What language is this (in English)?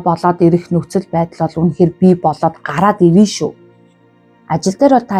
Mongolian